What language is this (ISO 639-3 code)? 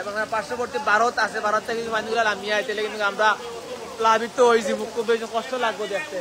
syl